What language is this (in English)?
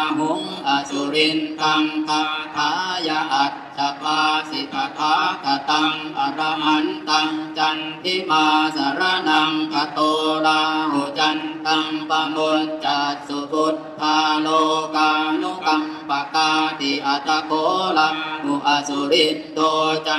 Pali